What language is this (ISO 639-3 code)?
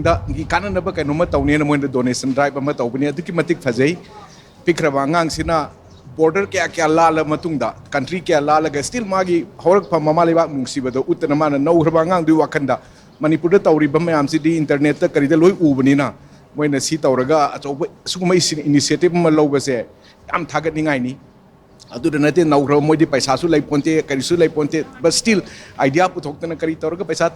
mni